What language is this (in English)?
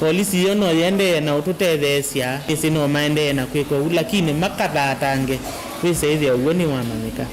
Kamba